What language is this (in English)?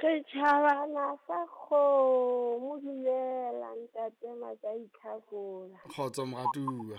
Southern Sotho